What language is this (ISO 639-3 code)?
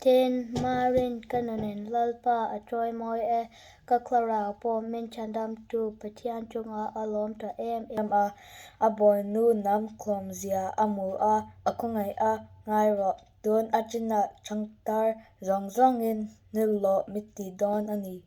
lus